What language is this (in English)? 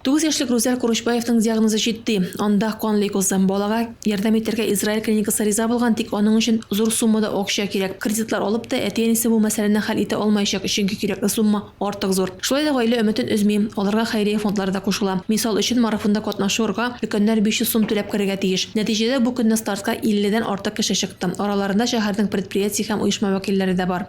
Tatar